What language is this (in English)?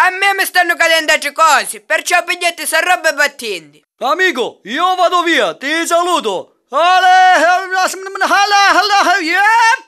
Sicilian